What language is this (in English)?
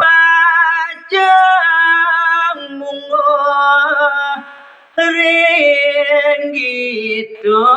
Balinese